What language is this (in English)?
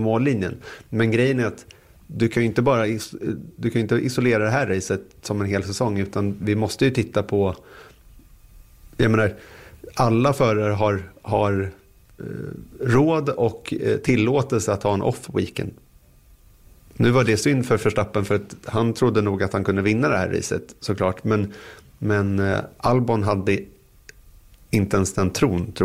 Swedish